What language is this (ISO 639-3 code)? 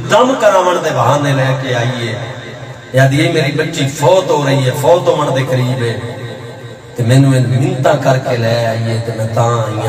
skr